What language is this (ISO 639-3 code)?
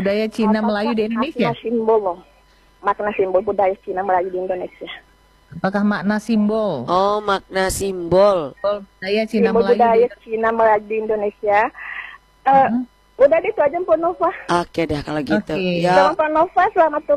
ind